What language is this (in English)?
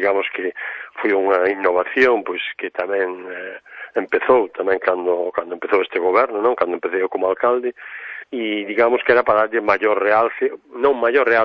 Galician